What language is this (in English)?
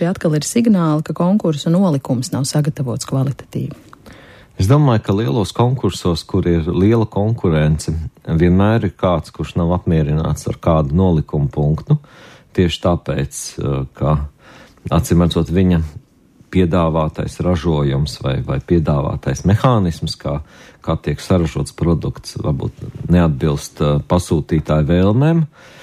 Latvian